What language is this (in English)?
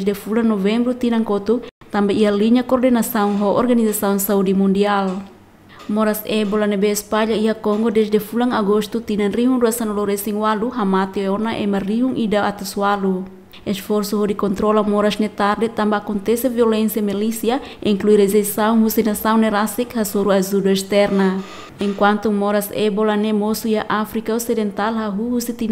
Tetum